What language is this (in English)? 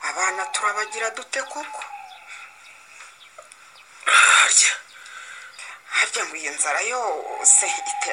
Kinyarwanda